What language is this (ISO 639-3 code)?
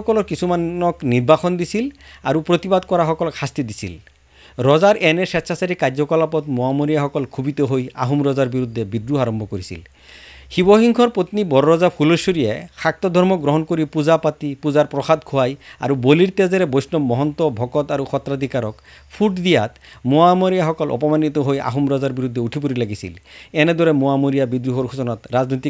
asm